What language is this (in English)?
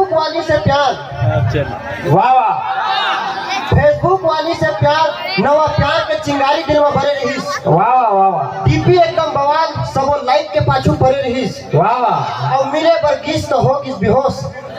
Chhattisgarhi